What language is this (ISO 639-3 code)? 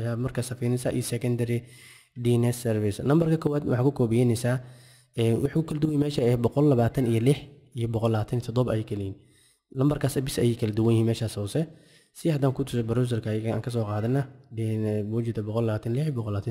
som